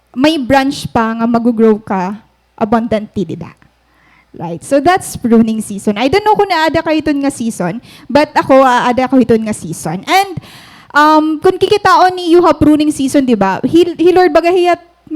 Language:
Waray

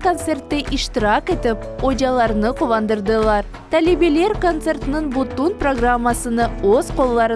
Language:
Crimean Tatar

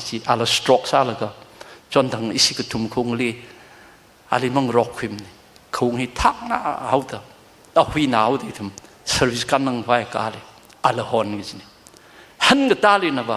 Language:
Tangkhul Naga (India)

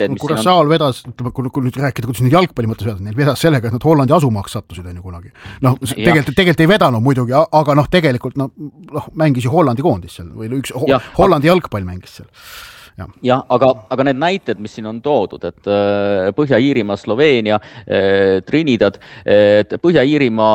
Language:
Estonian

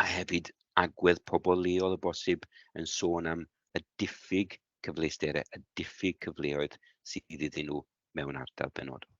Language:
Welsh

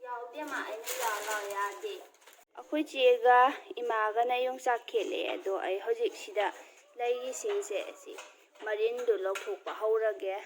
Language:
Manipuri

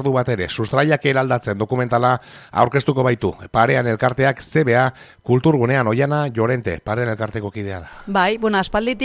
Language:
Basque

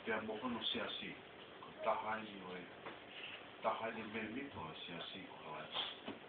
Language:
Tongan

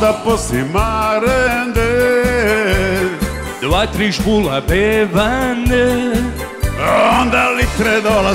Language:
Croatian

